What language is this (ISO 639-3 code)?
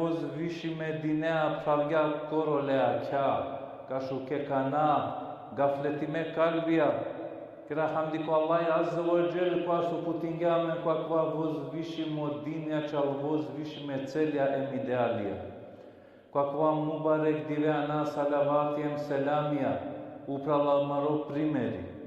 rmn